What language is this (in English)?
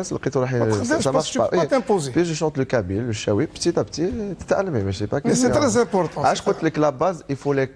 Algerian Arabic